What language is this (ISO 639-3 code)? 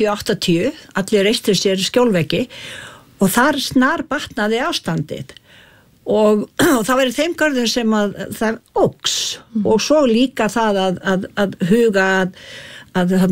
isl